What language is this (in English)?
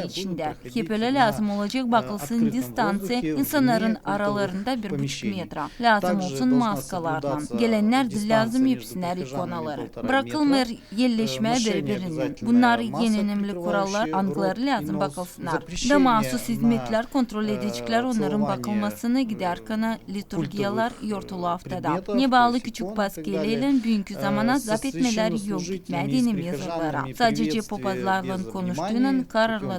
Gagauz